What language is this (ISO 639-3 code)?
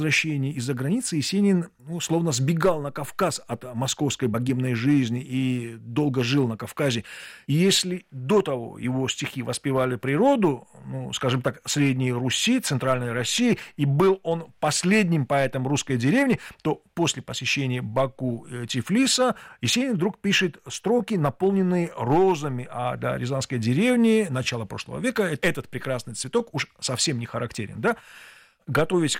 rus